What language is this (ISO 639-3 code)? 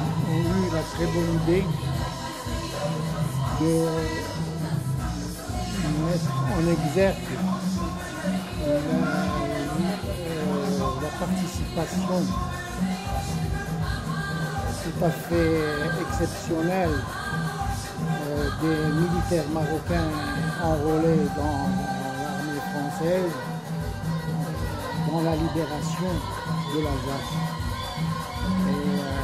fra